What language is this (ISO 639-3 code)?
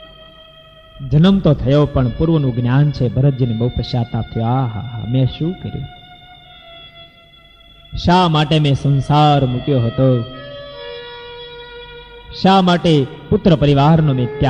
guj